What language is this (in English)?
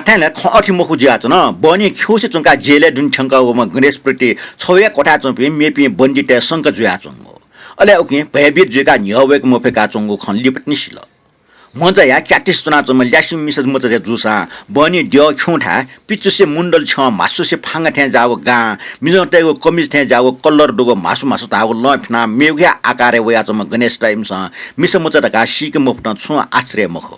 Newari